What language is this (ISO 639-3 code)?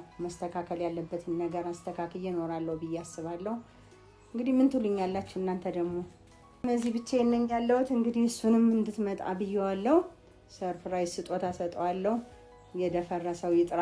amh